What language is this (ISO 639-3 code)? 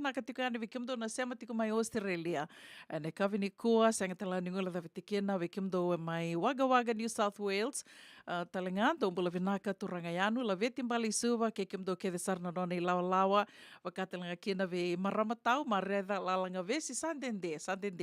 fij